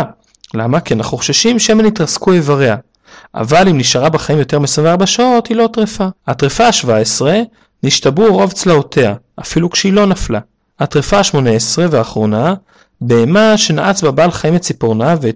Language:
Hebrew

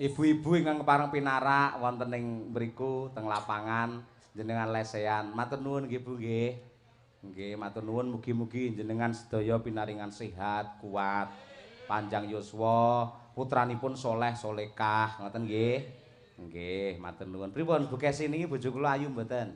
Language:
Javanese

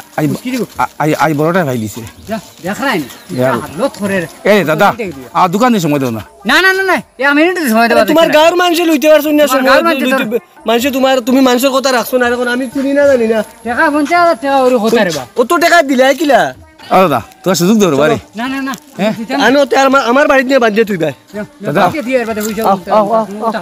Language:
Sylheti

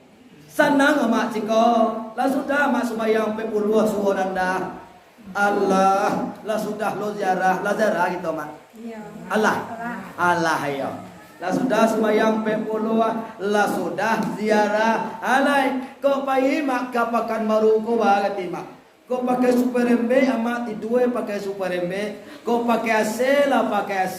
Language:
Minangkabau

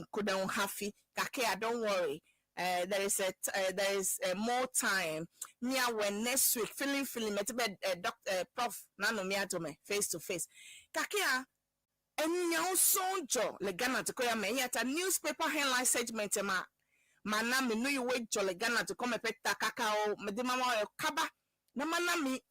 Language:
Ewe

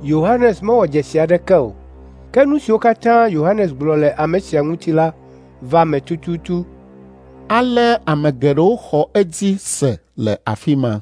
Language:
Ewe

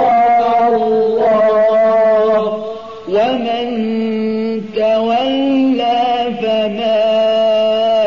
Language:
Arabic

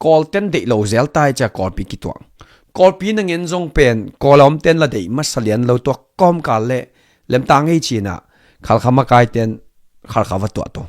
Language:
Tedim Chin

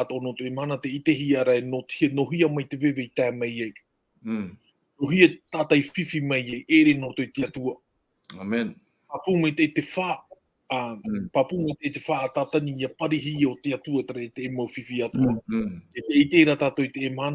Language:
Tahitian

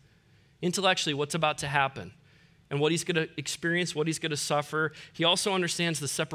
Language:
English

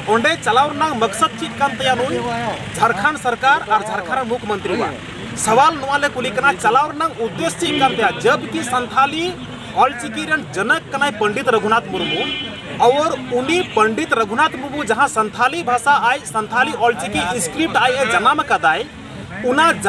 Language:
Santali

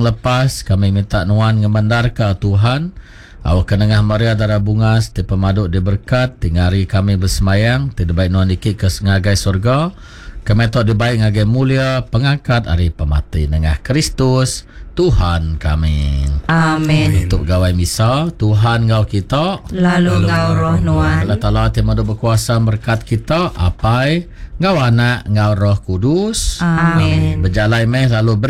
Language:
Iban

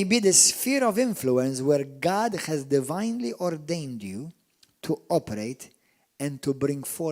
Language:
English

